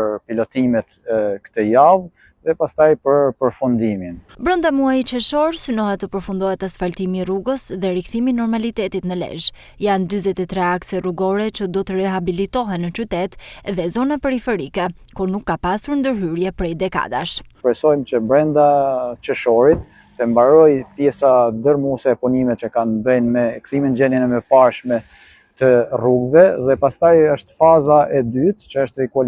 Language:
Albanian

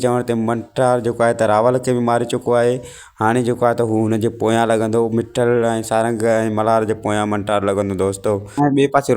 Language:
Sindhi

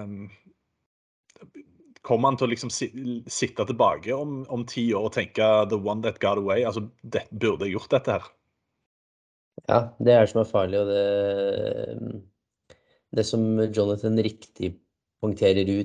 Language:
Norwegian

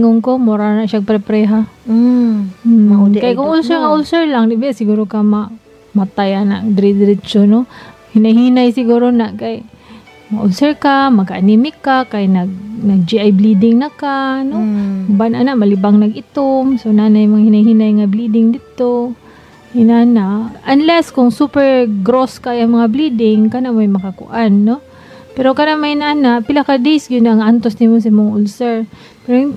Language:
Cebuano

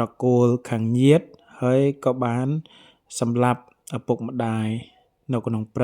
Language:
Khmer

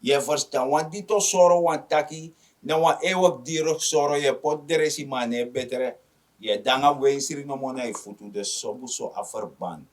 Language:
Sranan Tongo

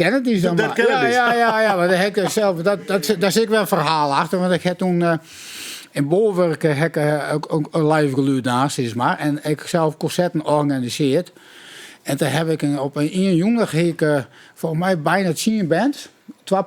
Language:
Western Frisian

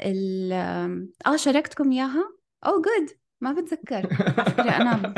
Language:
North Levantine Arabic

